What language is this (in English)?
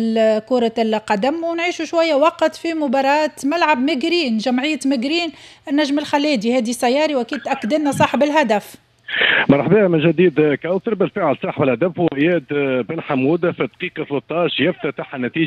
Tunisian Arabic